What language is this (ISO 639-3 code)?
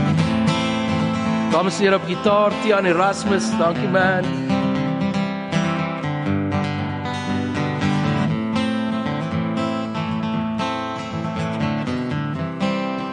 afr